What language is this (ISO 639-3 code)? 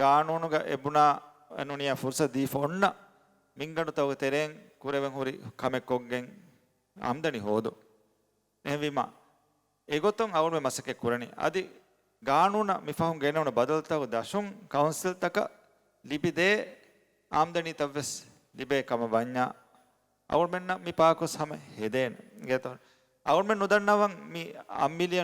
div